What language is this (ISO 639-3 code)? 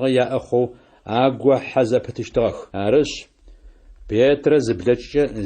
ady